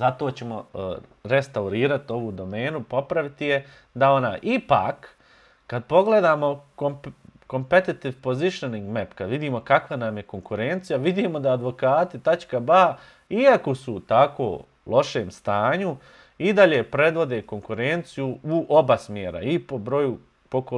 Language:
Bosnian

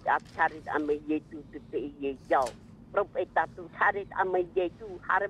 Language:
Tahitian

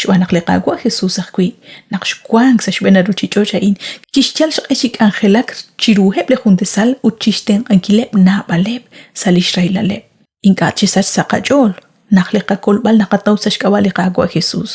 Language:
Kekchí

